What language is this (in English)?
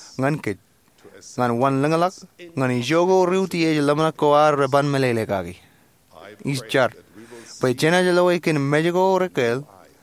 Marshallese